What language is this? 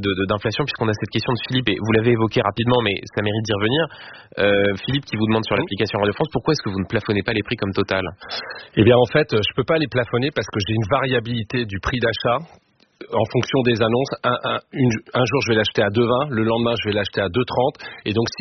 French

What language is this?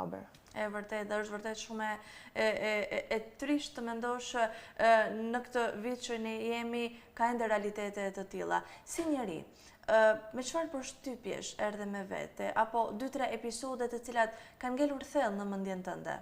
Albanian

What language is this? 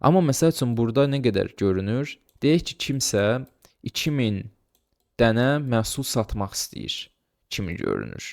Azerbaijani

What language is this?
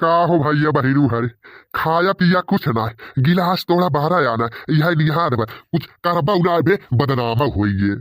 Bhojpuri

